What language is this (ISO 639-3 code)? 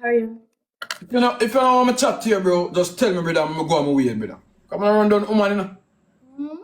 jam